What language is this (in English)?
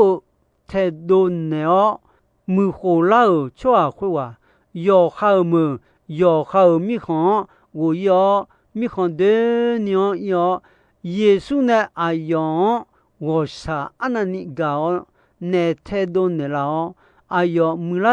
Akha